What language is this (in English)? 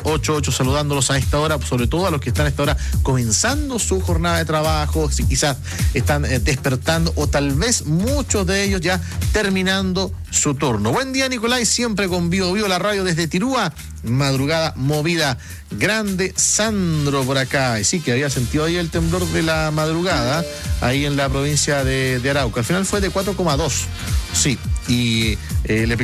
Spanish